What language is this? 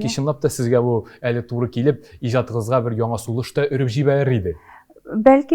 Tatar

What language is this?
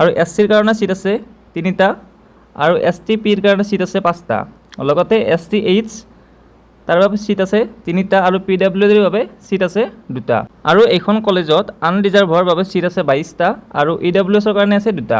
Assamese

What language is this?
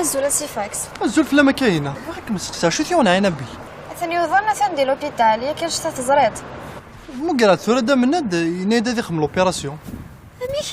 Kabyle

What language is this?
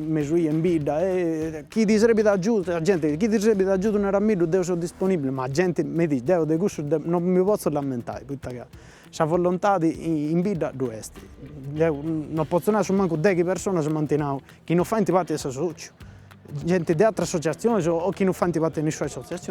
Sardinian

